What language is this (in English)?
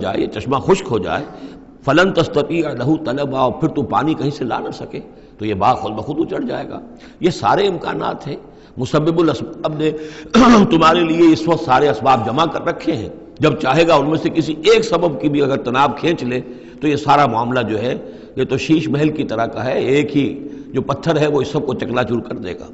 Urdu